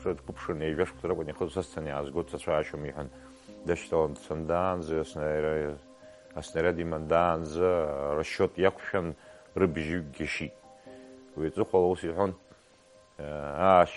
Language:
Abkhazian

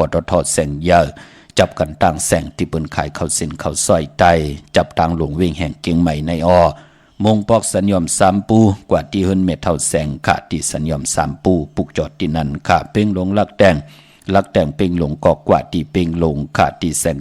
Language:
Shan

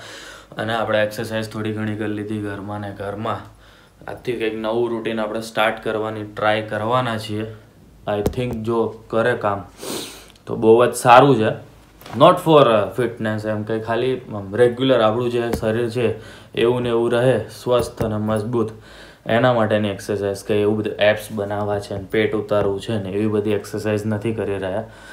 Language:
Gujarati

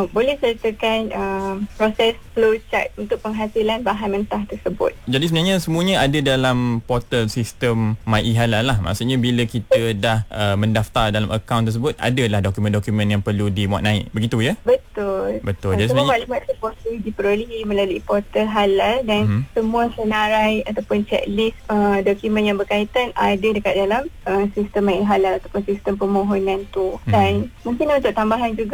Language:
Malay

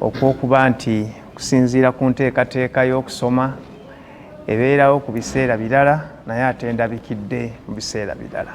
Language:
Ganda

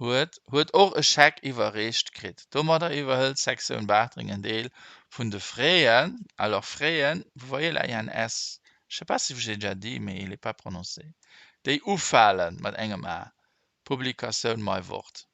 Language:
Luxembourgish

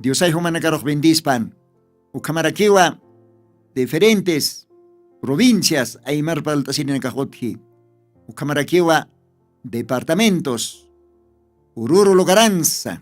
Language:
Aymara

